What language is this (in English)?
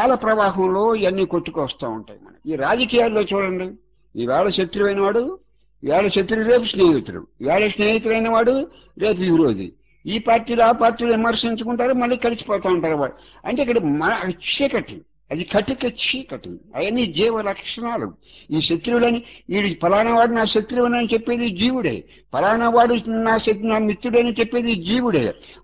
Telugu